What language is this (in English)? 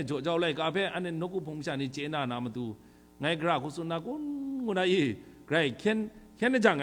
Kachin